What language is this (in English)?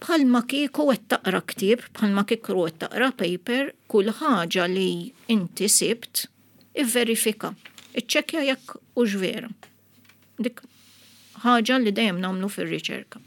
Maltese